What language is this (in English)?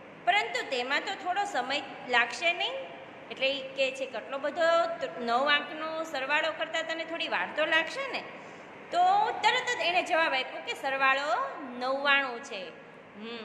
Gujarati